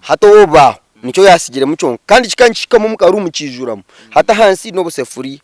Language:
Nyankole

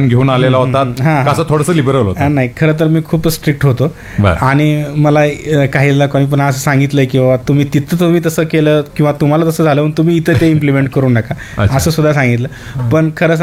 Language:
Marathi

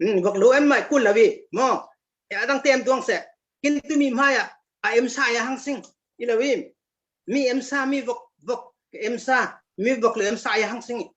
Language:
Falam Chin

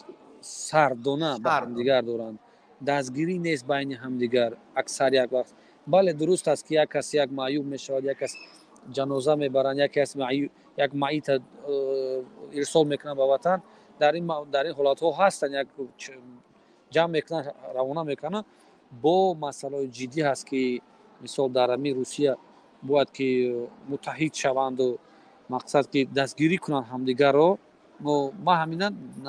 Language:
Tajik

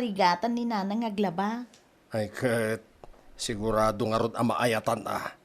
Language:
Iloko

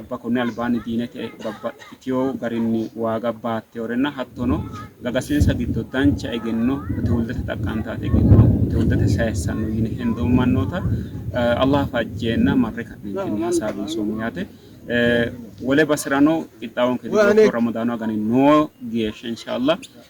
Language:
Sidamo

